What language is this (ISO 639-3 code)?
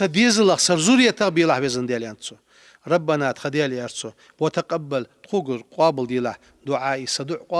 inh